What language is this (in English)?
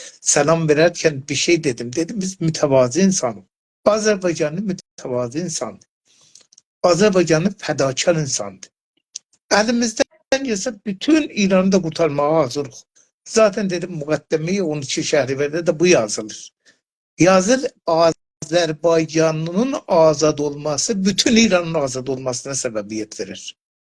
South Azerbaijani